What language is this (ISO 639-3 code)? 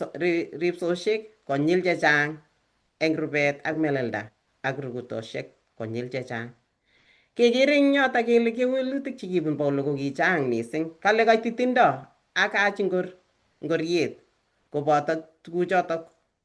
kln